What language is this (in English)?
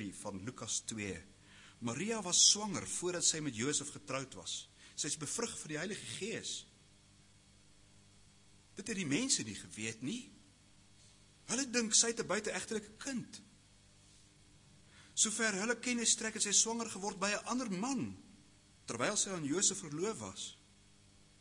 Afrikaans